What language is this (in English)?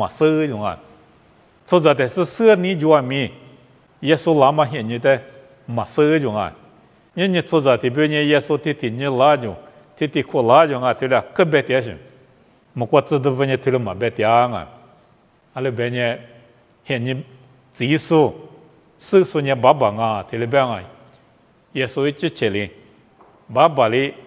Lisu